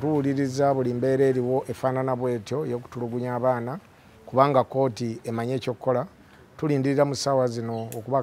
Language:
Ganda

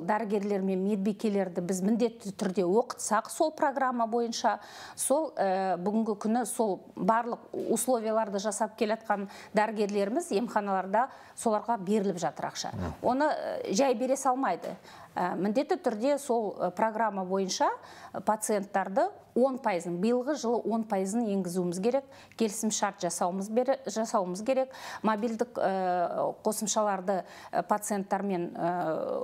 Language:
Kazakh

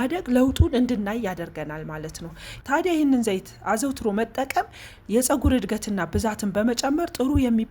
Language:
Amharic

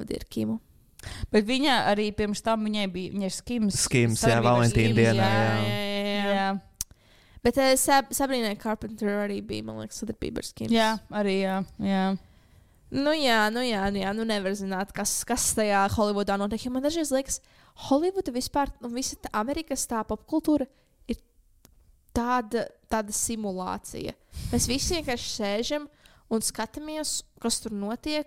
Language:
Latvian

